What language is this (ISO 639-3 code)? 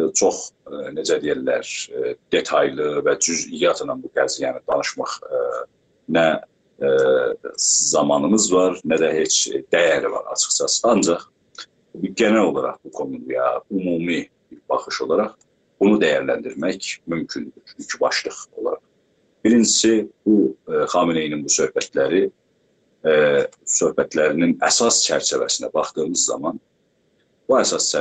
azb